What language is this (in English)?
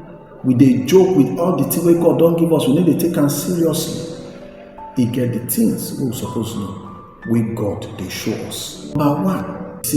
Nigerian Pidgin